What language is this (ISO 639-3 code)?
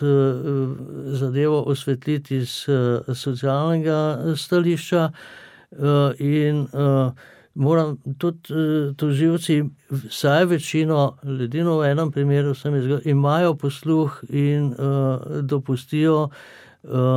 slv